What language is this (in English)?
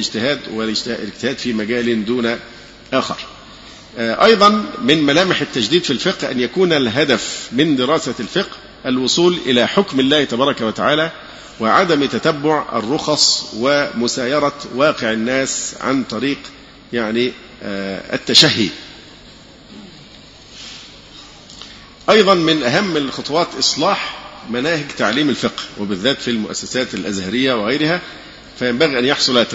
Arabic